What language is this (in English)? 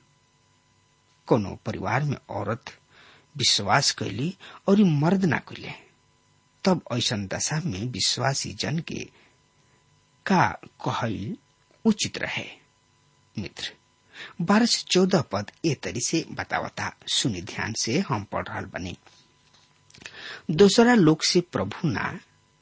Bhojpuri